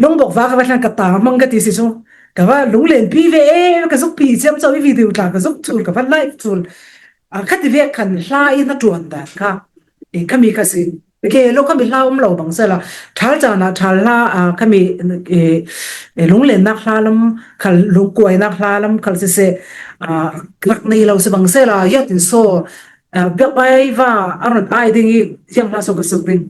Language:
Falam Chin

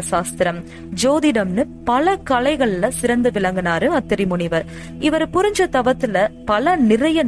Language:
Tamil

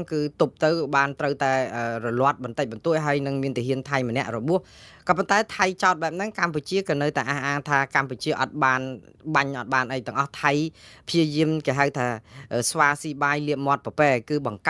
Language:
Khmer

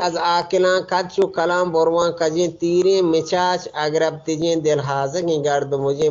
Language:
Eastern Balochi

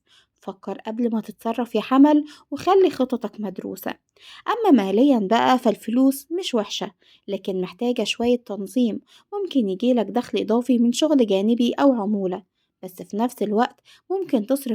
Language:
Egyptian Arabic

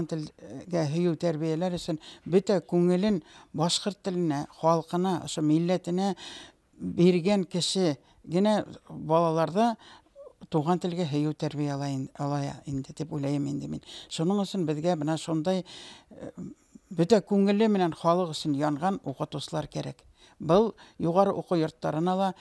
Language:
Bashkir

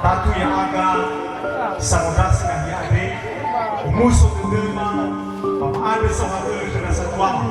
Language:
Nias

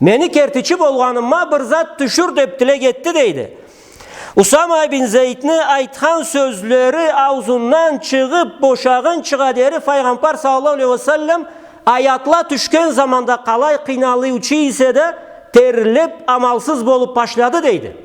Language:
Karachay-Balkar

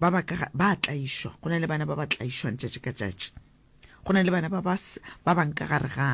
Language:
Northern Sotho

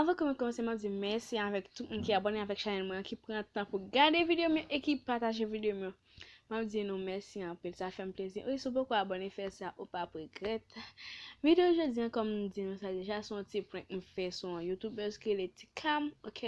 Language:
Haitian Creole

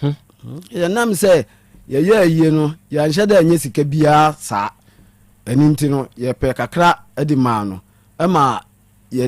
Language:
Akan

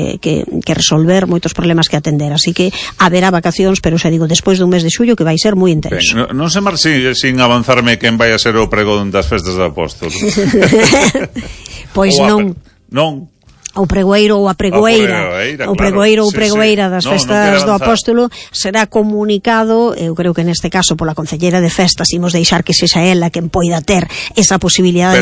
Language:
Galician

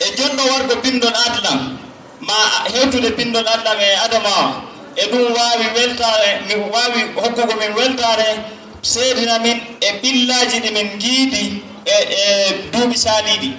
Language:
Fula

